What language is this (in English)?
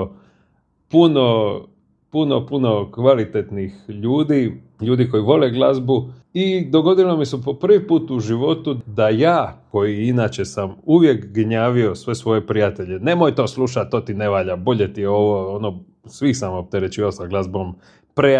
Croatian